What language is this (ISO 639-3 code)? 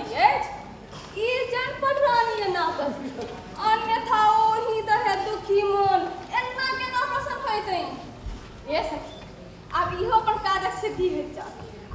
mai